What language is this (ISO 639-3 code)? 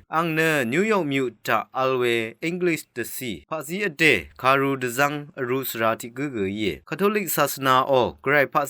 raw